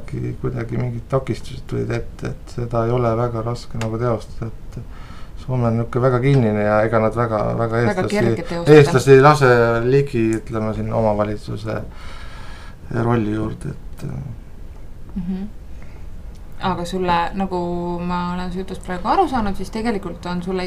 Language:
Estonian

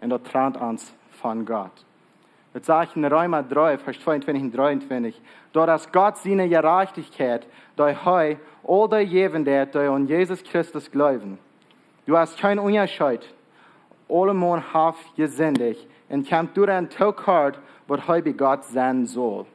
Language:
Plautdietsch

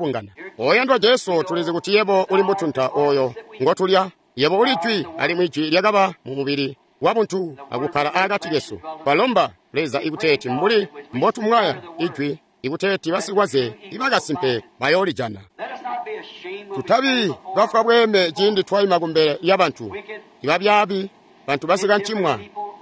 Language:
Tonga (Zambia)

